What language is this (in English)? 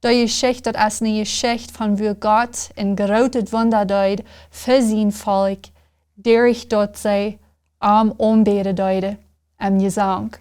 Plautdietsch